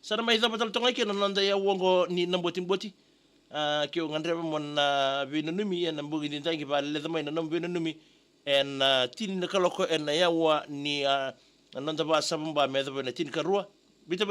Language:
Fijian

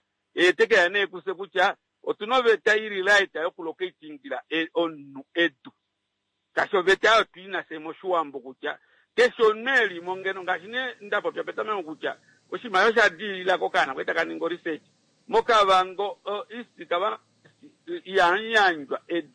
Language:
Kuanyama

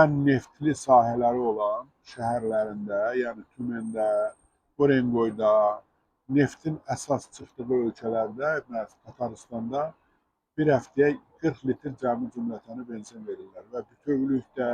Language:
Azerbaijani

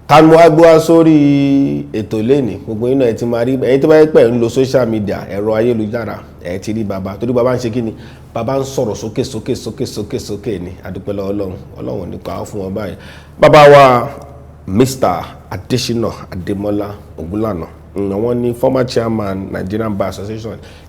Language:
Yoruba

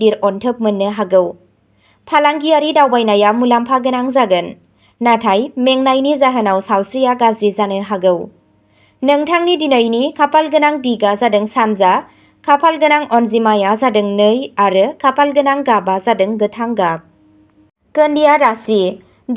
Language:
Bodo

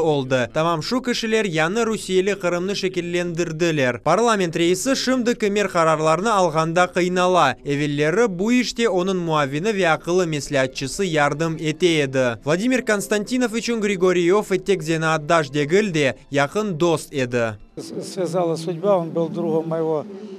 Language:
Crimean Tatar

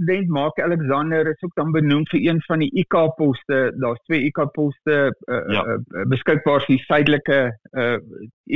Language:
Afrikaans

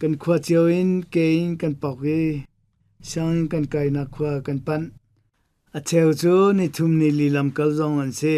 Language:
Hakha Chin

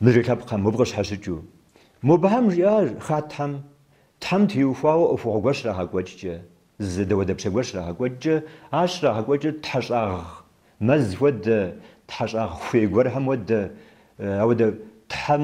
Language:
Kabardian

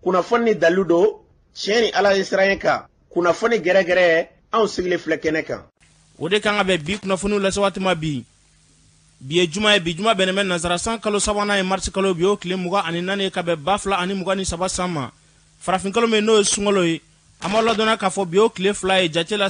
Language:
Bambara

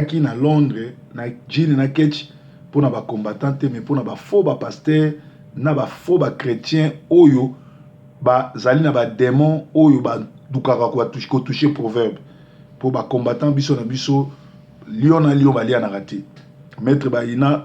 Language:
Lingala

